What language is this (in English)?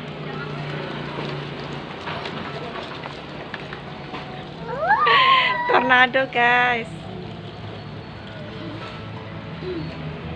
Indonesian